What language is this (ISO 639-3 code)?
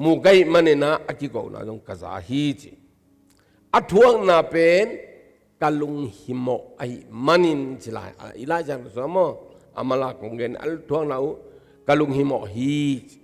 ctd